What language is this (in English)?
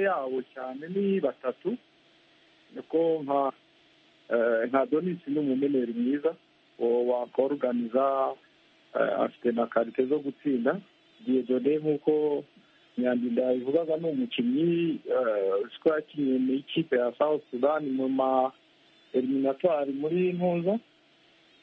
Kinyarwanda